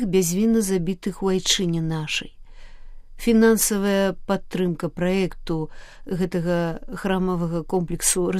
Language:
Belarusian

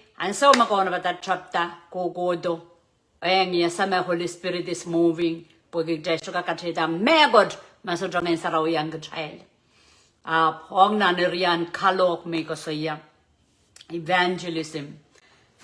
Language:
Pohnpeian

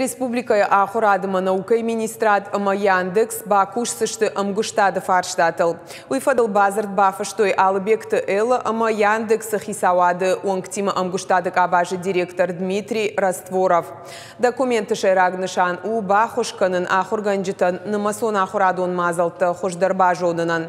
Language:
Ossetic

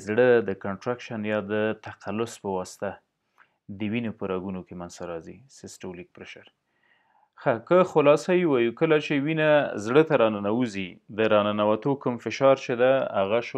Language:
Pashto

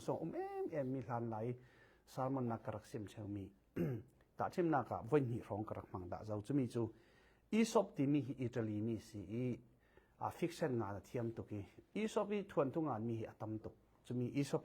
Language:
Falam Chin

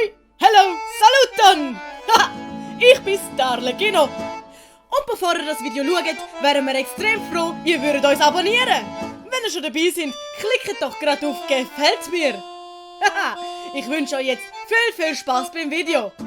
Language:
Swiss German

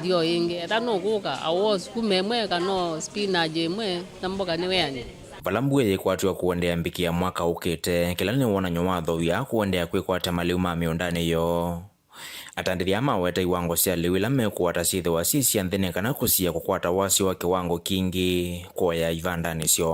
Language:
Kamba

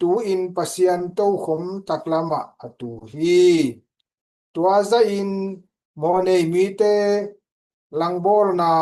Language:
Tedim Chin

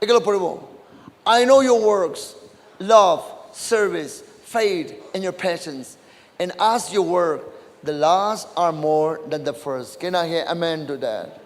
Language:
Naga Pidgin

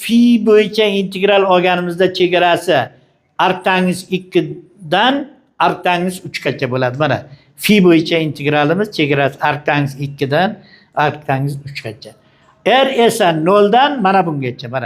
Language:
Uzbek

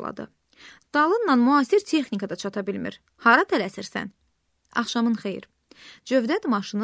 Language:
Azerbaijani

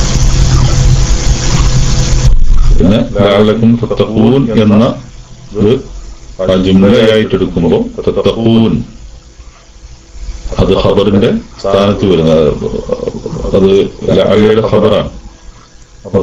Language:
Malayalam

